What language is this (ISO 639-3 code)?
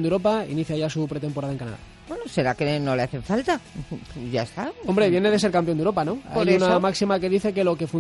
spa